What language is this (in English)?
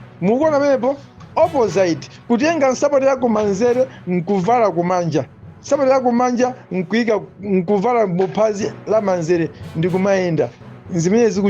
Nyanja